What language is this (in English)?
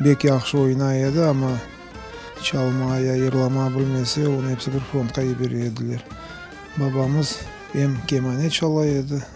Crimean Tatar